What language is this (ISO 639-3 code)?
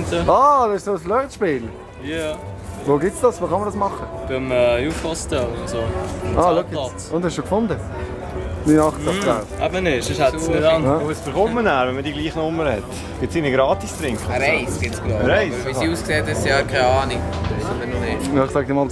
gsw